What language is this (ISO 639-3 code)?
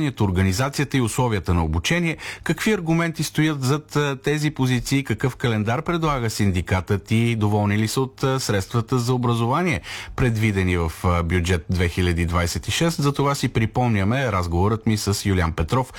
bul